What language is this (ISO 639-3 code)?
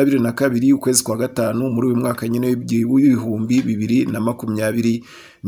kin